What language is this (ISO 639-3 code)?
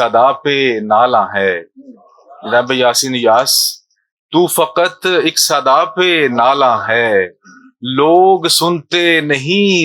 lah